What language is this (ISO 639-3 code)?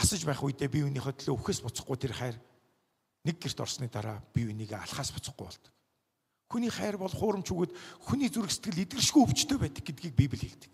mon